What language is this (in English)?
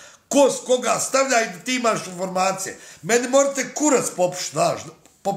Bosnian